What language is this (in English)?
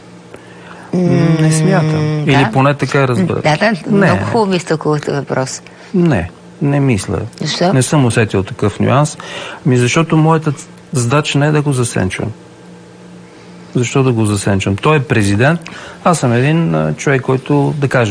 Bulgarian